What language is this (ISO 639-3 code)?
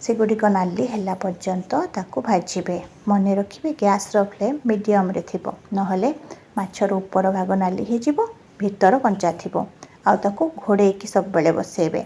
ori